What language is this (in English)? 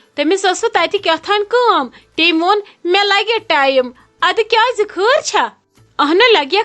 Kashmiri